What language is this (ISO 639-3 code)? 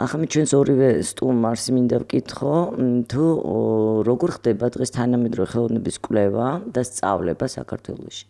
kat